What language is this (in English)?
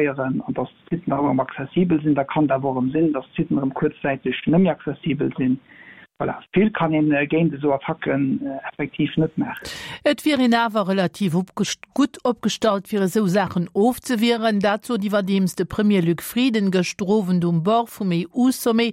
Luxembourgish